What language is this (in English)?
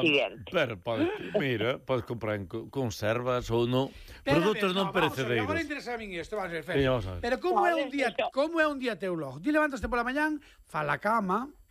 Galician